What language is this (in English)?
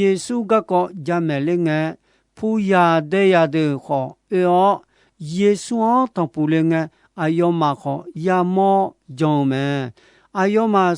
Akha